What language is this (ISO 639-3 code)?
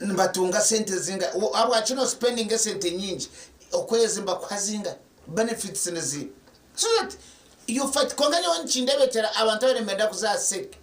nyn